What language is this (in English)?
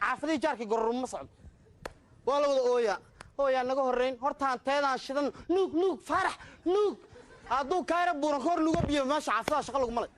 Somali